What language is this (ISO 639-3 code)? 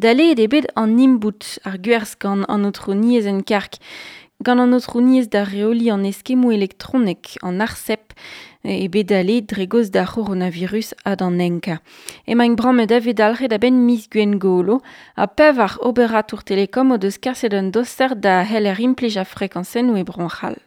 bre